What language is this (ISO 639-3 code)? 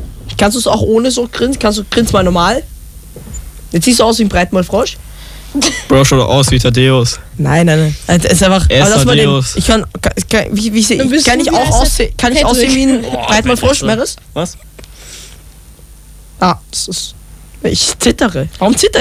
deu